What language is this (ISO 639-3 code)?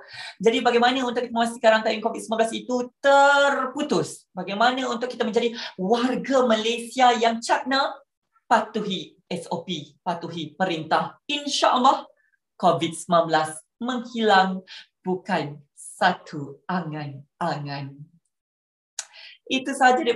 msa